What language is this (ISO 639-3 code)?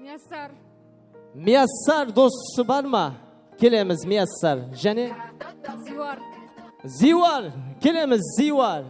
kaa